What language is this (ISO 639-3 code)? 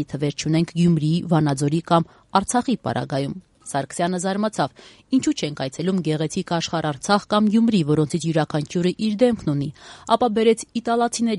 hye